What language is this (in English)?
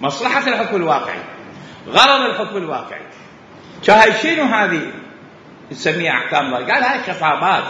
Mesopotamian Arabic